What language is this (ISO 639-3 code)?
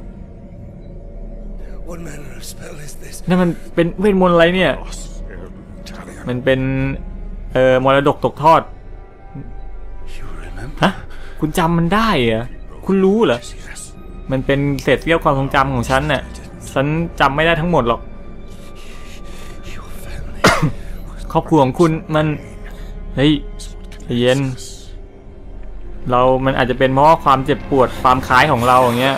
tha